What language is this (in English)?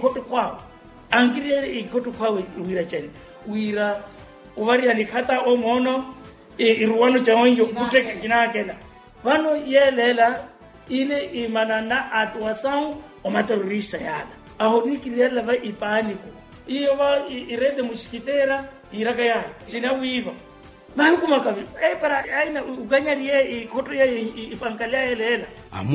Makhuwa